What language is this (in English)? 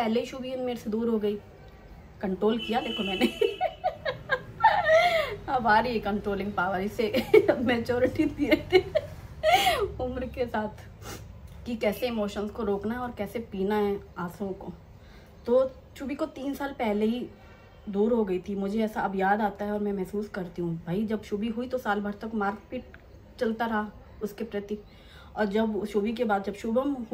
Hindi